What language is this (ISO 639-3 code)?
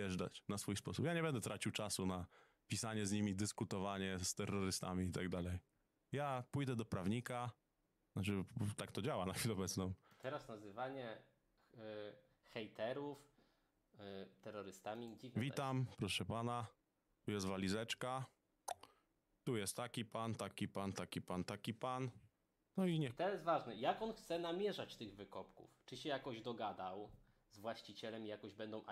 pol